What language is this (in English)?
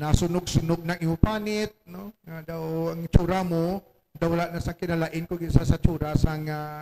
Hiligaynon